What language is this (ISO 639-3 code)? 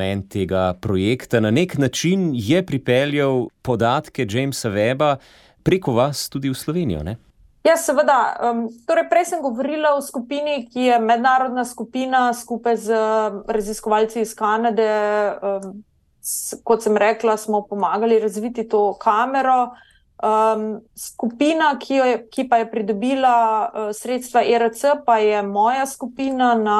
slv